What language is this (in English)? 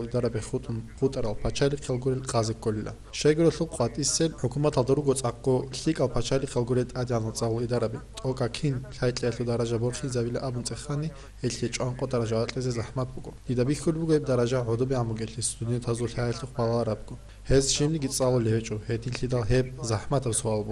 Avaric